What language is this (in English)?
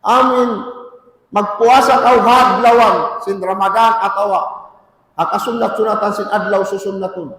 Tausug